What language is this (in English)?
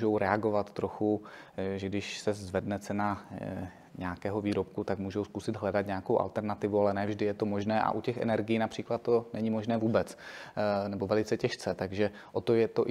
Czech